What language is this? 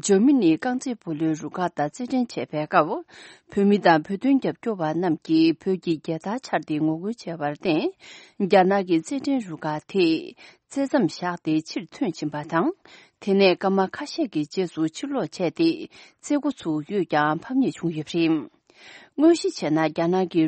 Tibetan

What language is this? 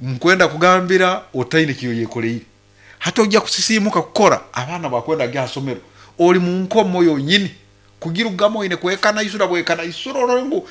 Nyankole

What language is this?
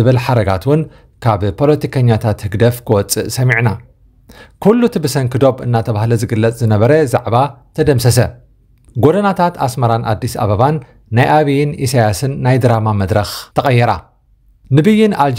Tigrinya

